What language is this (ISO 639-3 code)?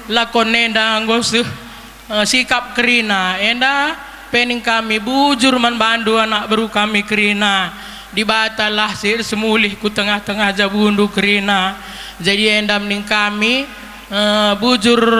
btx